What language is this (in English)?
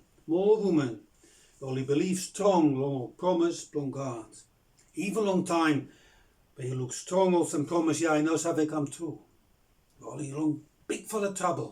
Bislama